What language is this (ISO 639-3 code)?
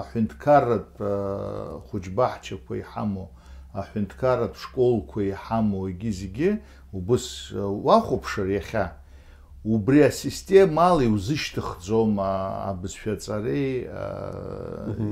abk